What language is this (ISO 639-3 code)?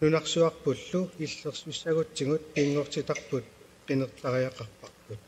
kal